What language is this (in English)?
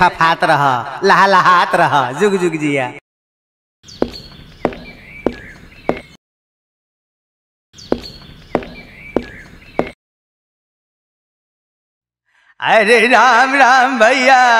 Bhojpuri